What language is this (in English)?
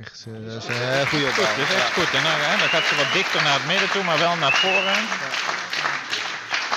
Dutch